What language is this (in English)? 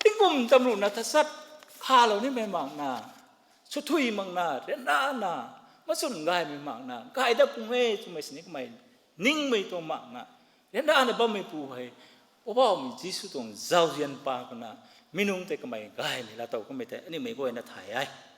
Rongmei Naga